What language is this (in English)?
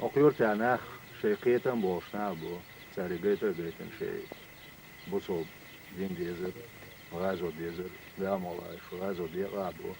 Chechen